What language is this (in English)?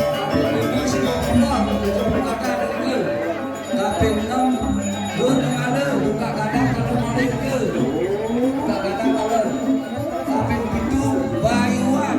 Balinese